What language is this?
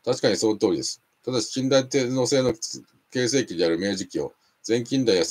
Japanese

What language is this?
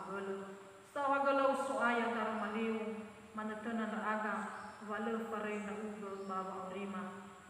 Nias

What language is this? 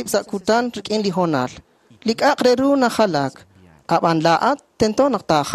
Kekchí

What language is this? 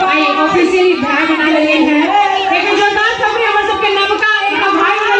Maithili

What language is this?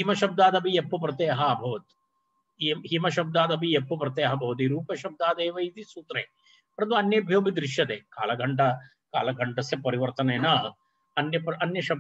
Sanskrit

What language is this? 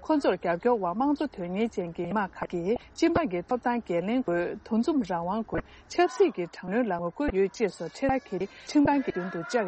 Tibetan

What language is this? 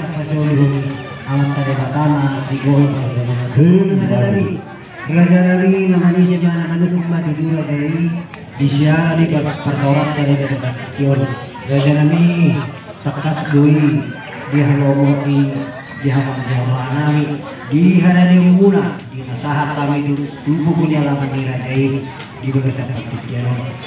Batak Toba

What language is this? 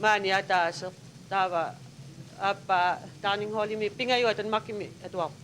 Kalaallisut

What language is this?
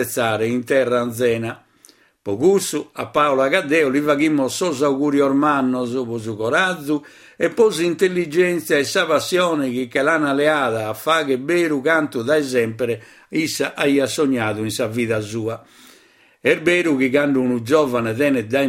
Sardinian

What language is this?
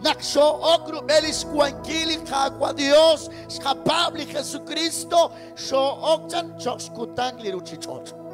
Kekchí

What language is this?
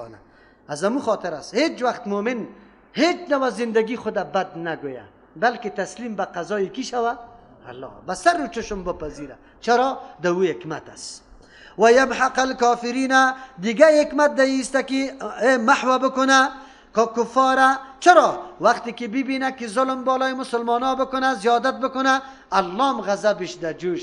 Persian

